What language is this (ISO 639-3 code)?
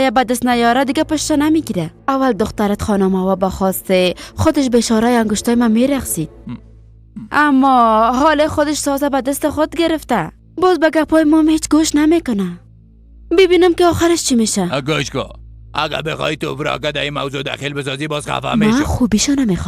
fas